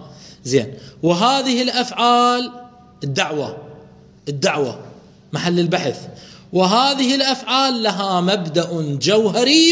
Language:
Mesopotamian Arabic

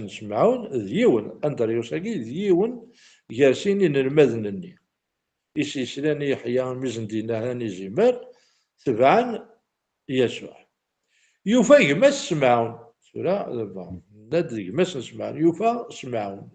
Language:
Kabyle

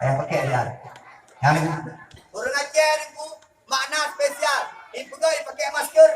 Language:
Achinese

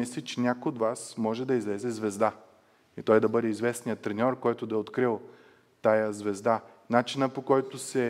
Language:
Bulgarian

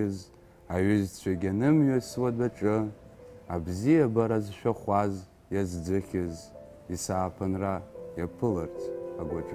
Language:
Abkhazian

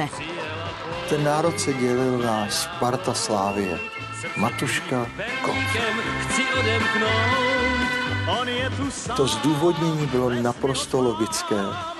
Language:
Czech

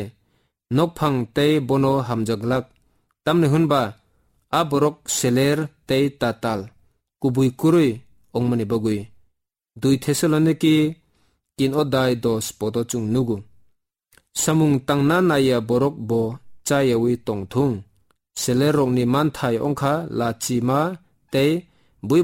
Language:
Kok Borok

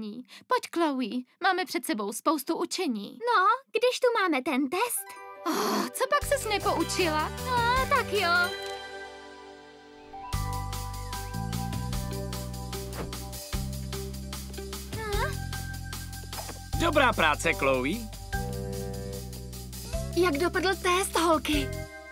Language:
Czech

